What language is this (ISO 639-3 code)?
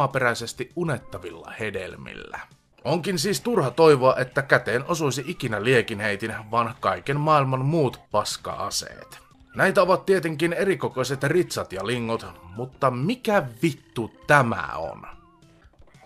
fin